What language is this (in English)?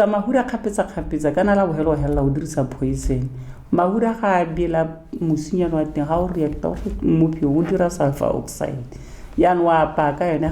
Tswana